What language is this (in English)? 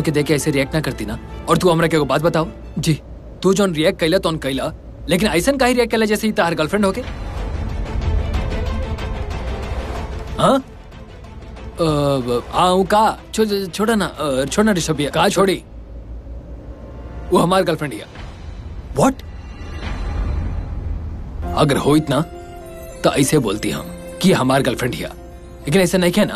Bhojpuri